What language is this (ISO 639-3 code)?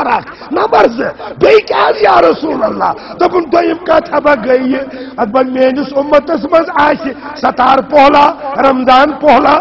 kas